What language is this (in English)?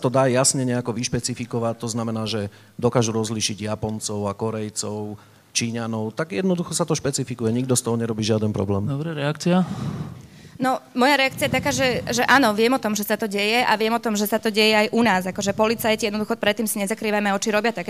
Slovak